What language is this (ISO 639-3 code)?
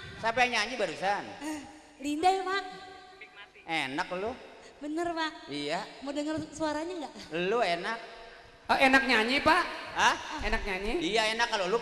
bew